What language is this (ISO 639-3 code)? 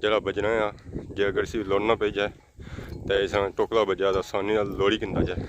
phr